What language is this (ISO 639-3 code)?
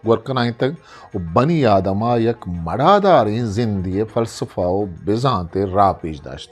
bgp